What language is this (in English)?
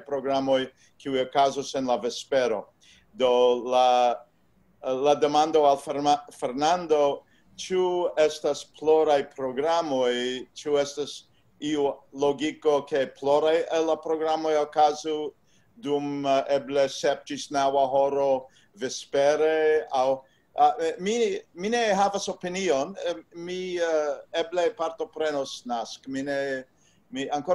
Esperanto